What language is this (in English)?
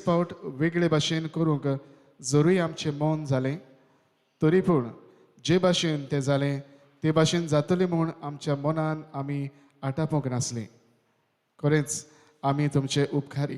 Konkani